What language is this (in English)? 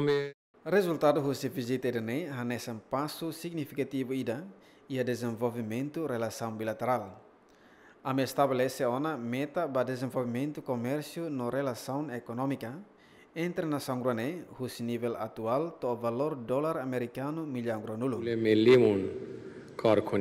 Tetum